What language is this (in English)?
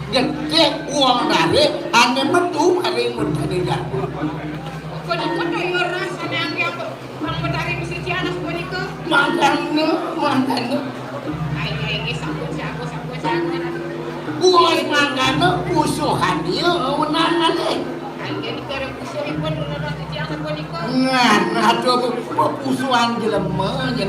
Balinese